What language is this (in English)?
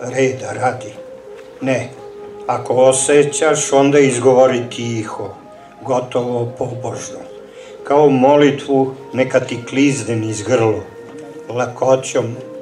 Serbian